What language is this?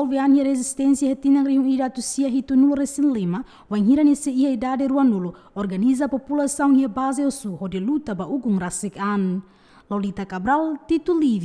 Tetum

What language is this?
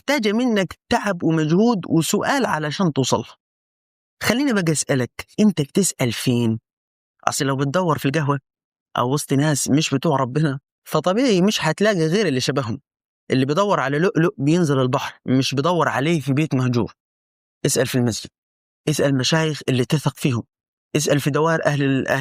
Egyptian Arabic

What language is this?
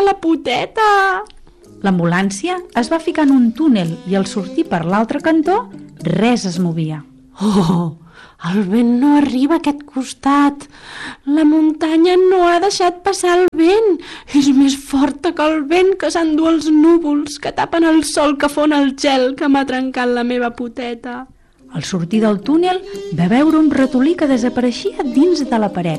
Catalan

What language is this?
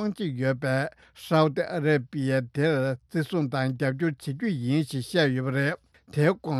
Tibetan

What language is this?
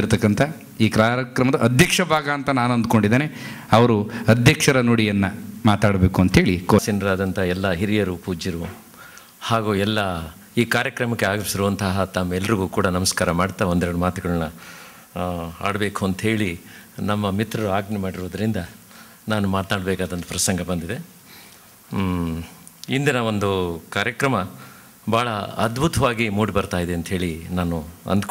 Kannada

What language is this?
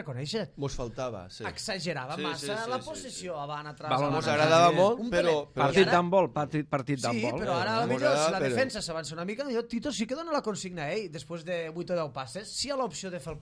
Catalan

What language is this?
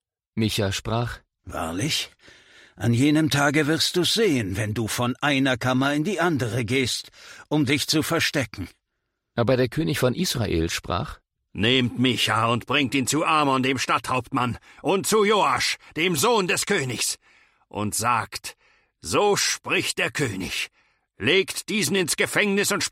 German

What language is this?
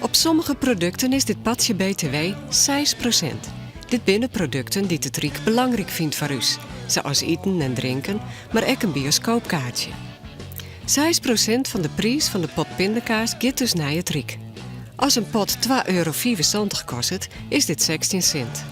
Western Frisian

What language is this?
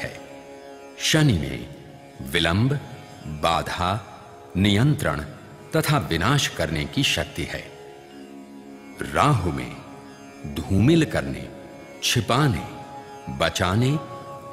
Hindi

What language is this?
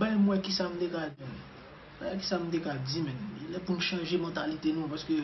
Haitian Creole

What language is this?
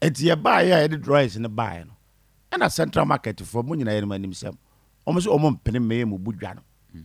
Akan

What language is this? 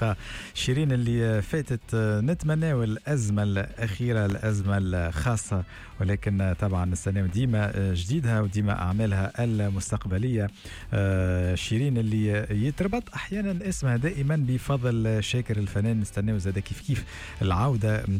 Tunisian Arabic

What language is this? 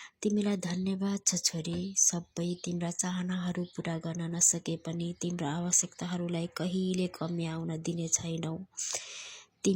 Nepali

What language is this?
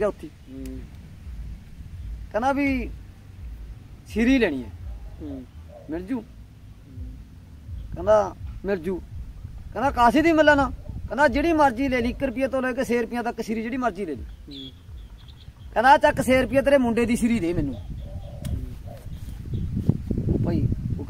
Punjabi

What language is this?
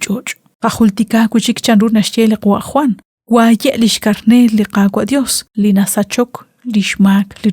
Kekchí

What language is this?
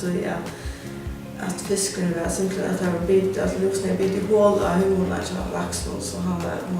Faroese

